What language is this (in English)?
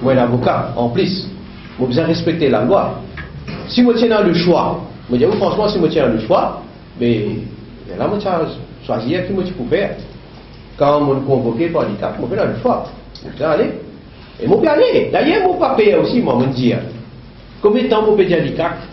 Morisyen